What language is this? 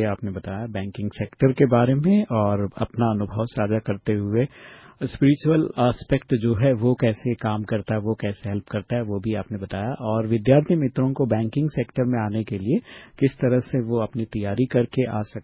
Hindi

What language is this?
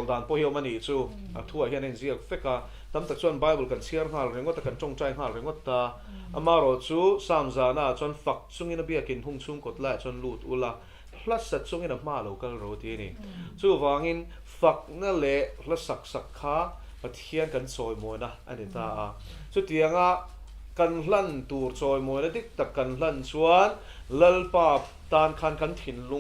Mizo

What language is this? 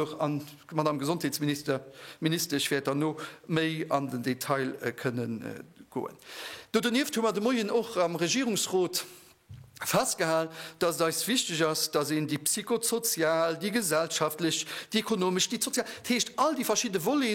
Luxembourgish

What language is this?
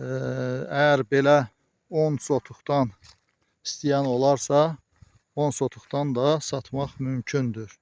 Azerbaijani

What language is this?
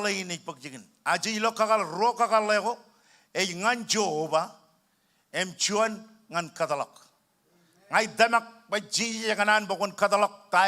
Marshallese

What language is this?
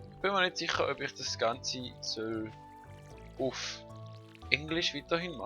Swiss German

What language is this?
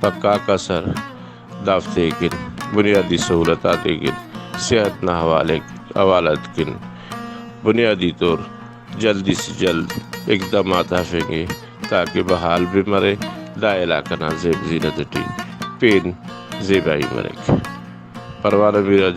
Brahui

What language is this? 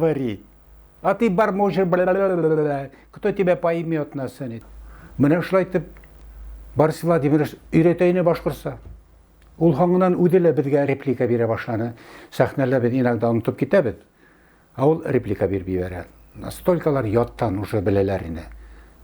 Bashkir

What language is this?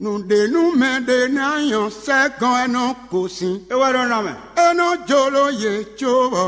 Fon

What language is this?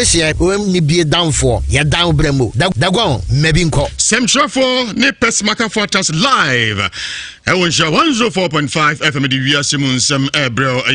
Akan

